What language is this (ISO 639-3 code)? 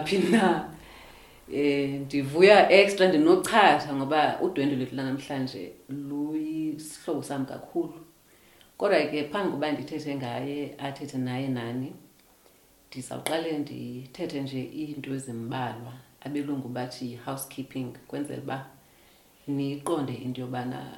xho